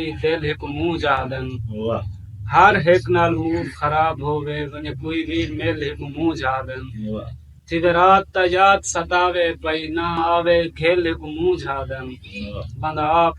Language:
Saraiki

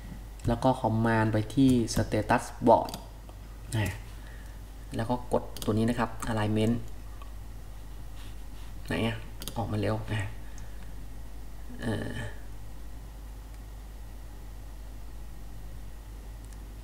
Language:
Thai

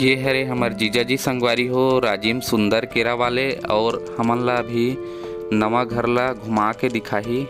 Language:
Chhattisgarhi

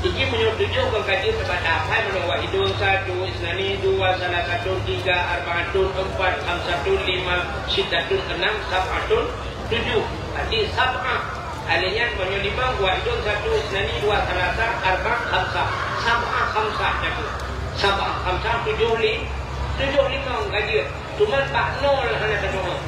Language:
Achinese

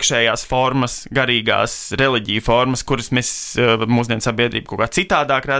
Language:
Latvian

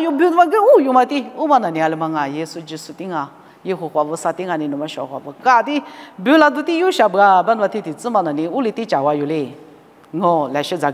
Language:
Lisu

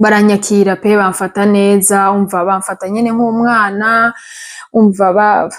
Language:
Rundi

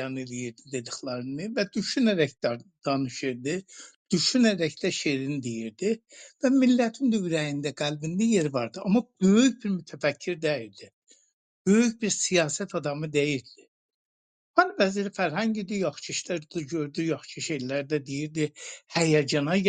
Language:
South Azerbaijani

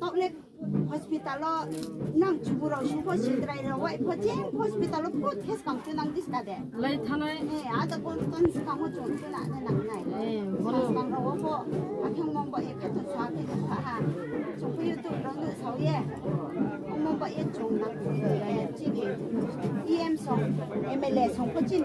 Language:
Riang (India)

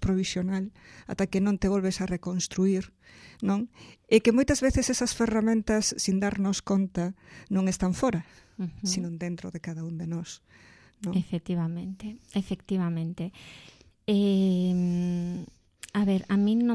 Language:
Galician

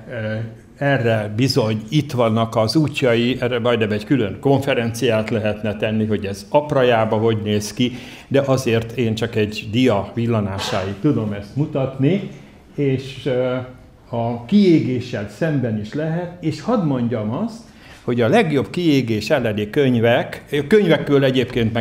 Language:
Hungarian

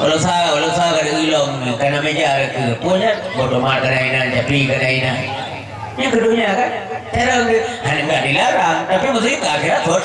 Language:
Achinese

